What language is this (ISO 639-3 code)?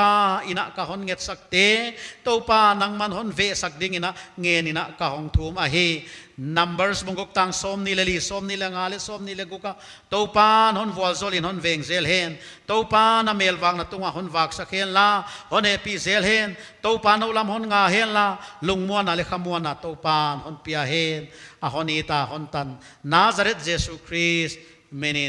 pck